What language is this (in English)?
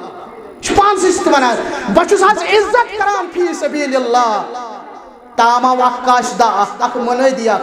Kashmiri